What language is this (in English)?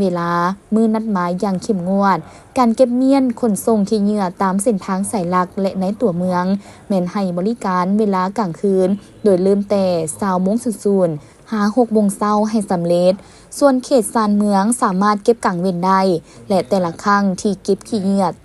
Lao